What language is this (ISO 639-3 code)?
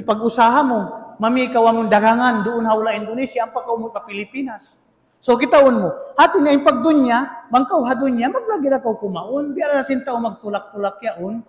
tsg